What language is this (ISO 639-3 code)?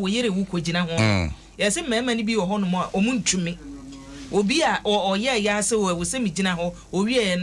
aka